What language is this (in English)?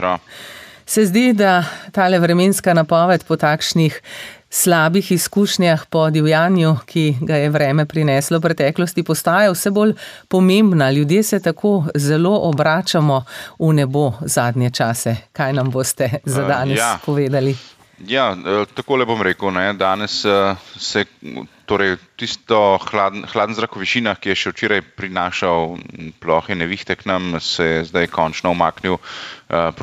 Slovenian